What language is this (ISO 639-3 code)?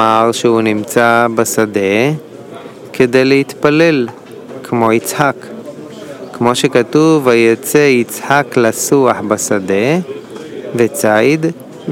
heb